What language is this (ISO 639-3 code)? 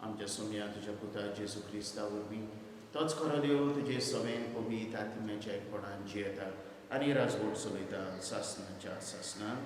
kok